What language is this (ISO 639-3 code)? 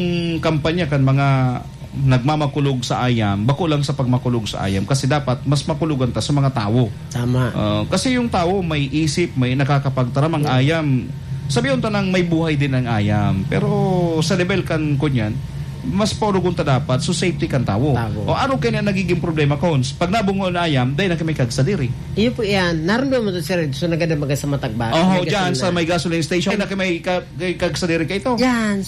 bik